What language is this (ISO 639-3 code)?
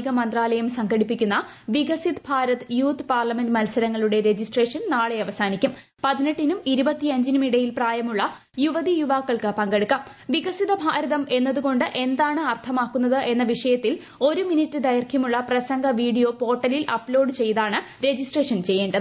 mal